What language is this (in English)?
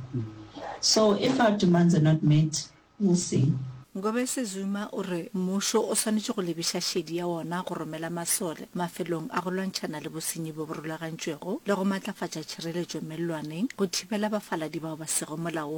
Northern Sotho